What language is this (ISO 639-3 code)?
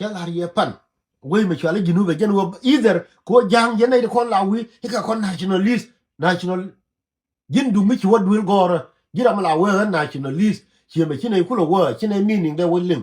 nus